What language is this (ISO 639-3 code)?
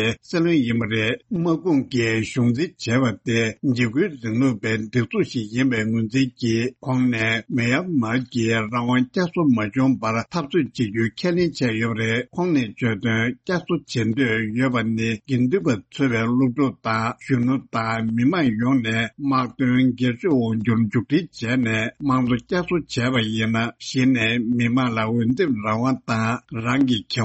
bod